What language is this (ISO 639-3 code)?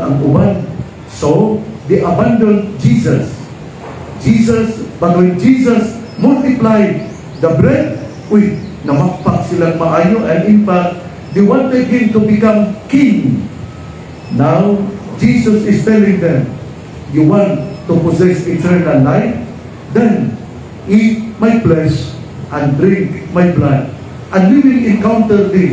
ceb